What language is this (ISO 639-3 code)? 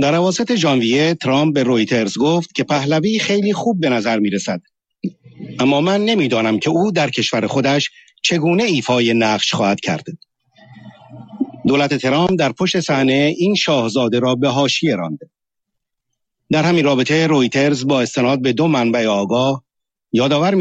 fas